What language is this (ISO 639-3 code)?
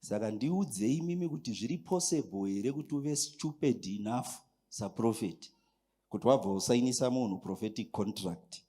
sna